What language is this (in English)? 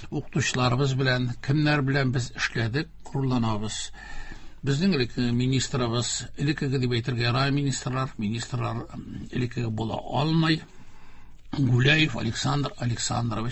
Tatar